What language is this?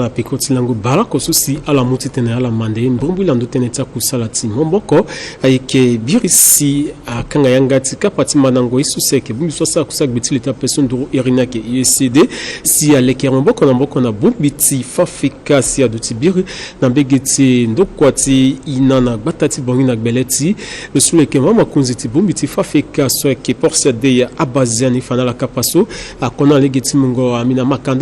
Sango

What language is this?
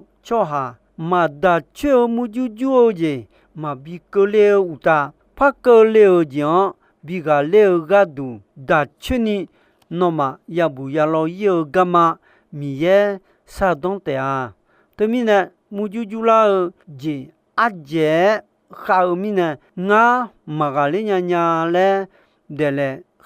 Akha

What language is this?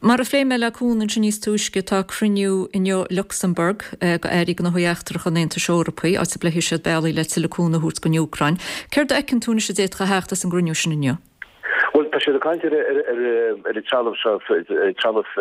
Irish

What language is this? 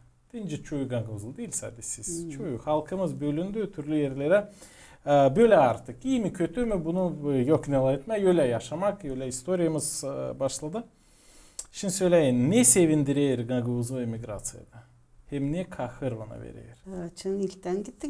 Gagauz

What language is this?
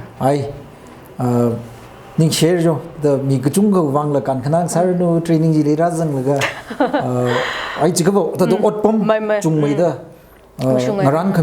Tangkhul Naga (India)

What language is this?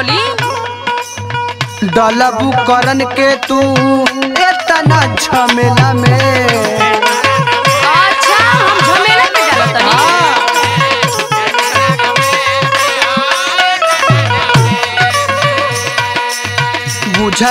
Bhojpuri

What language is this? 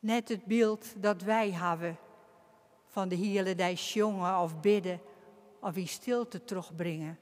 Western Frisian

